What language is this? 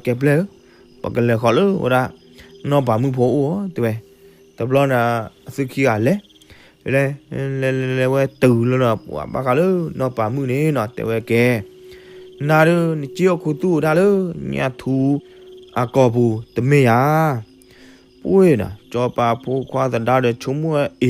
S'gaw Karen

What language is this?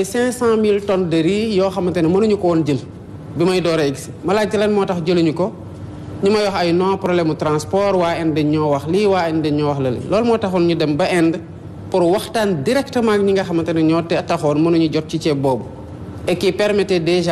Wolof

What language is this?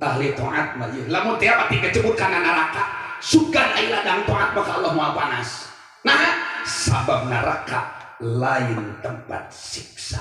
Sundanese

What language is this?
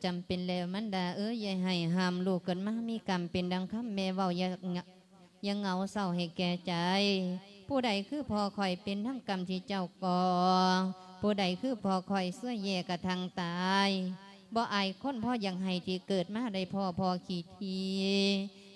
Lao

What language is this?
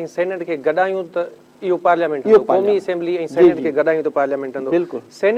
Sindhi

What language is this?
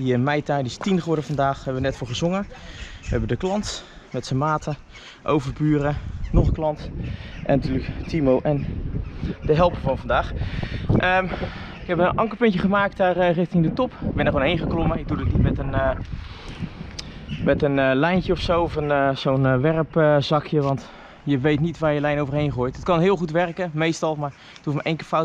Dutch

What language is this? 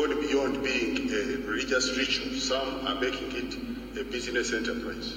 Nyankole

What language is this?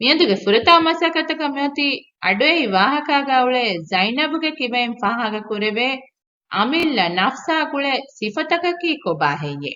Divehi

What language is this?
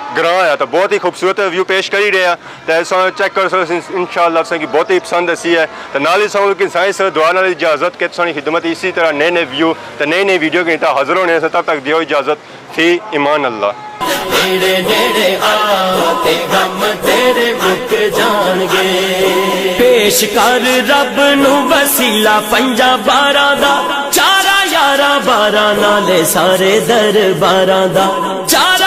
Pahari-Potwari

